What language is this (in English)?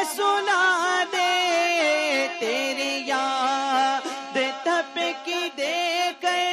Urdu